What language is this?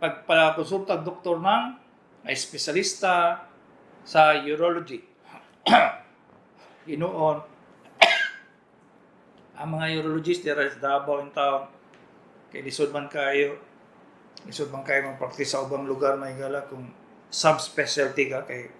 Cebuano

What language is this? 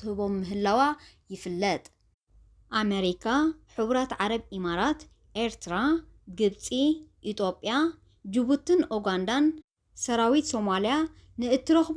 Tigrinya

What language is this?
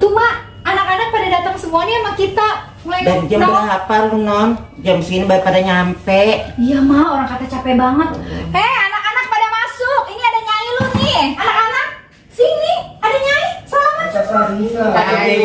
Betawi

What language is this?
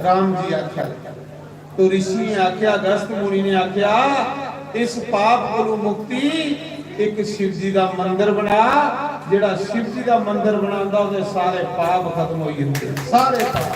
Dogri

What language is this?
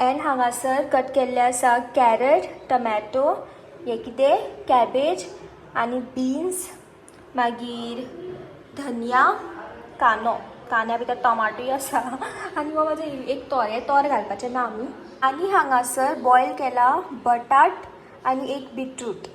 Konkani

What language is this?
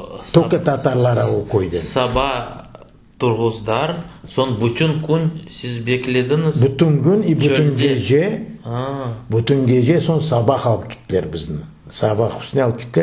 Crimean Tatar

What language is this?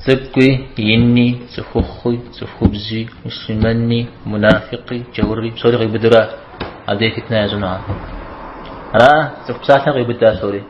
Kabardian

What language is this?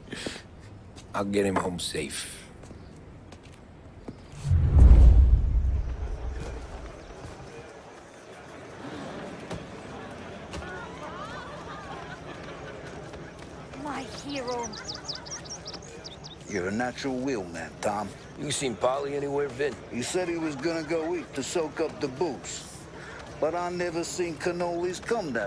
English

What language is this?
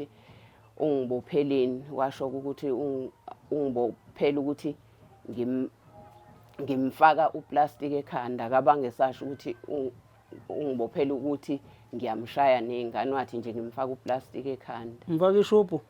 Zulu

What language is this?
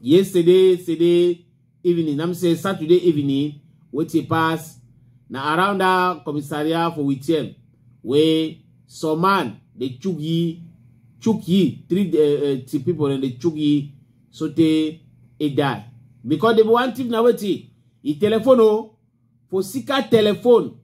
Cameroon Pidgin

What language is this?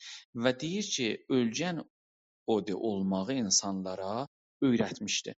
South Azerbaijani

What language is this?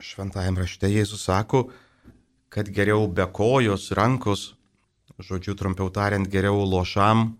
Lithuanian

